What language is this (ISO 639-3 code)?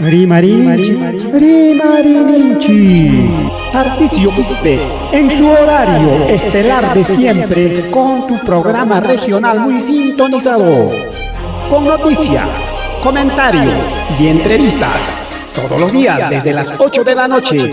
quy